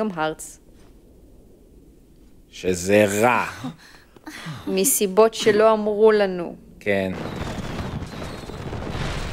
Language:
Hebrew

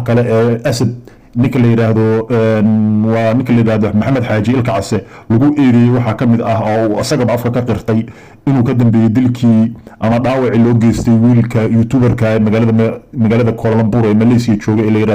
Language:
Somali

